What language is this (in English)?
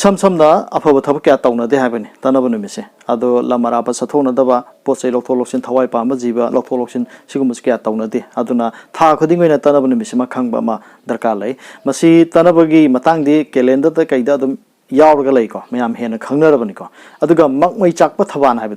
Manipuri